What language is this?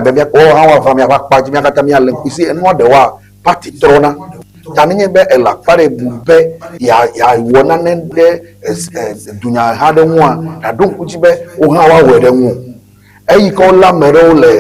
Ewe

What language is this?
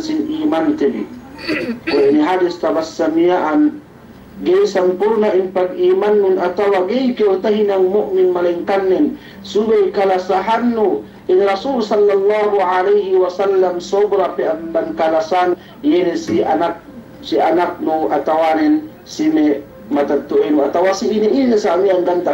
Yakan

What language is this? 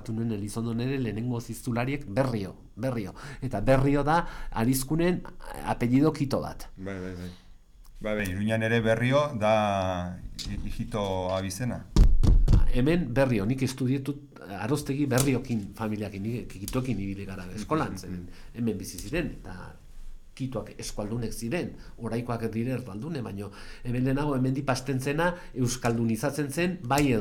Basque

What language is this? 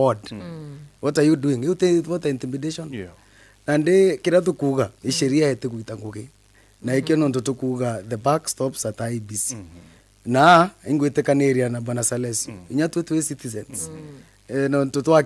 Meru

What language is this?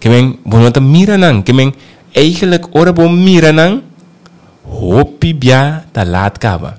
Papiamento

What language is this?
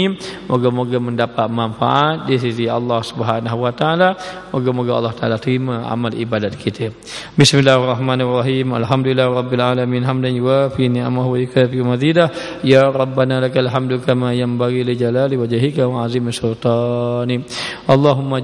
Malay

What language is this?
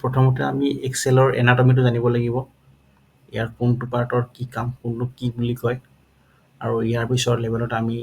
Assamese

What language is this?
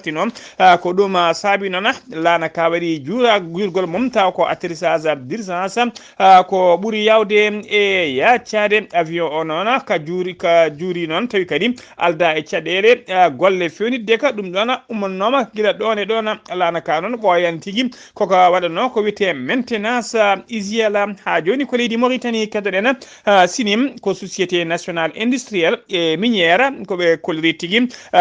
Fula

